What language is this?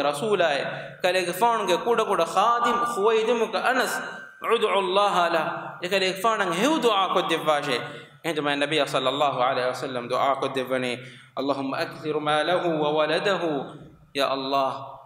Divehi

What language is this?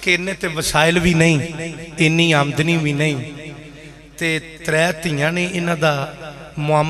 Western Panjabi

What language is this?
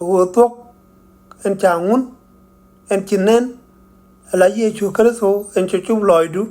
Nuer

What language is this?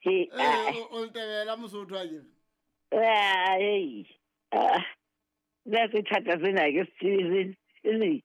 Southern Sotho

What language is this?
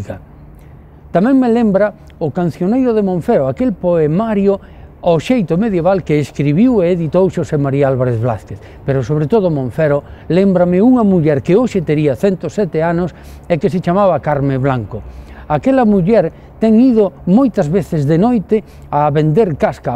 Galician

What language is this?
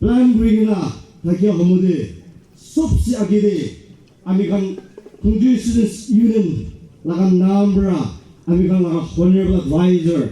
Naga Pidgin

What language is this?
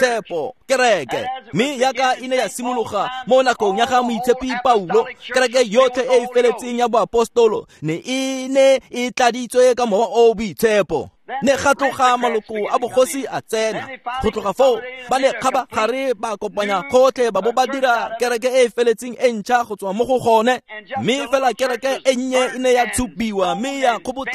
Tswana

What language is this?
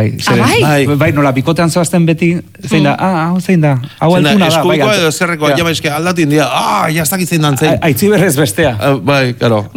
Basque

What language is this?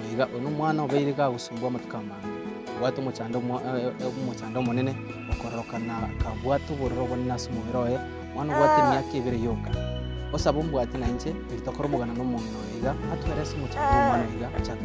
Gusii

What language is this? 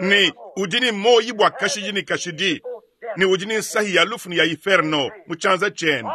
Luba-Lulua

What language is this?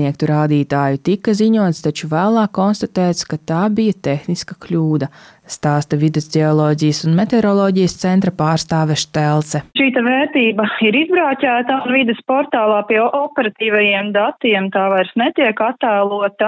Latvian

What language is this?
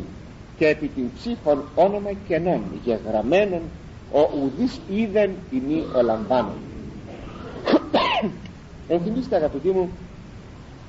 Greek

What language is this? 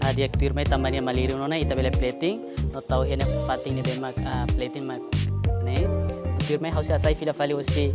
Tetum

